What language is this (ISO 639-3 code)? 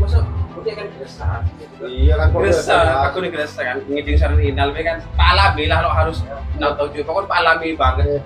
mad